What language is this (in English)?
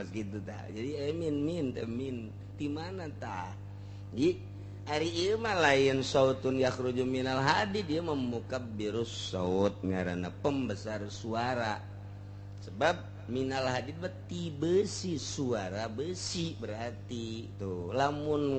Sundanese